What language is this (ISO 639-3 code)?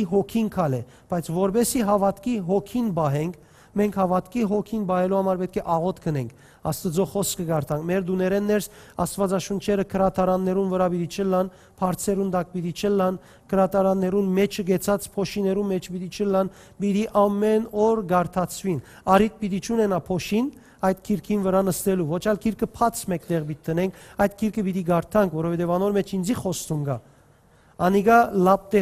hyw